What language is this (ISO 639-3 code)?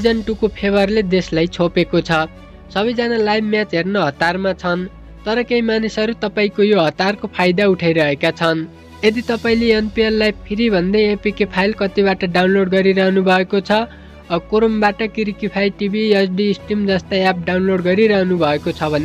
nep